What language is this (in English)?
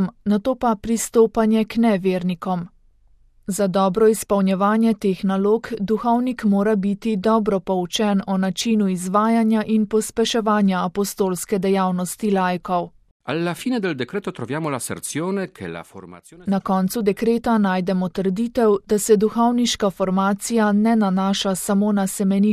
Slovenian